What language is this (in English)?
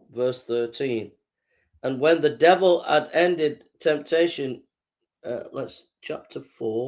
English